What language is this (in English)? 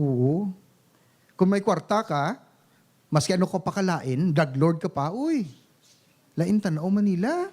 Hiligaynon